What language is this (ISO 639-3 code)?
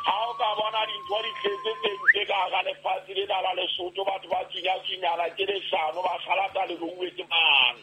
sot